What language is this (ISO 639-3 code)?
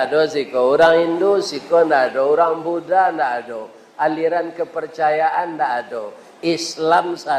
min